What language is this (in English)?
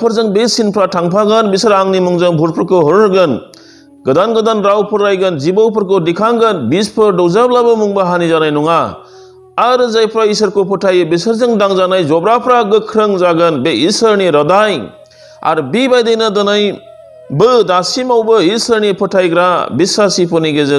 Bodo